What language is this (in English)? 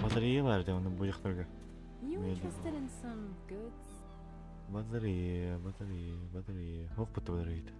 Yakut